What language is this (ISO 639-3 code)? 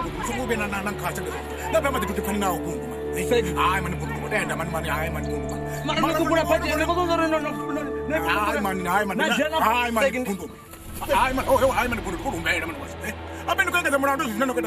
ven